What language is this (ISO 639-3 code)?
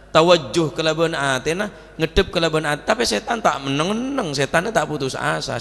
mad